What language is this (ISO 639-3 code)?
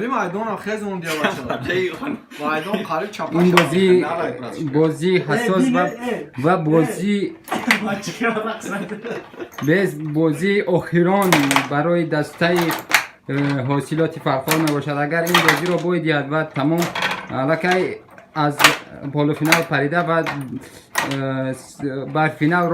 tgk